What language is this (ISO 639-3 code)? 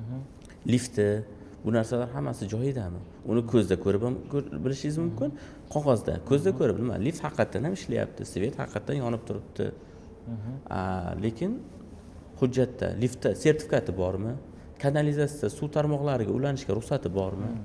uzb